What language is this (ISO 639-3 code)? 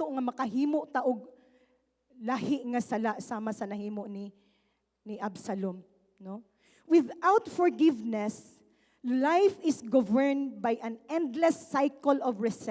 ceb